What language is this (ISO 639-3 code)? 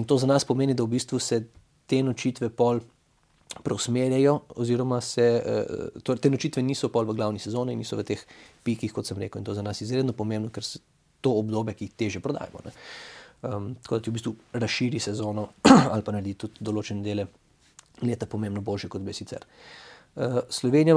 slv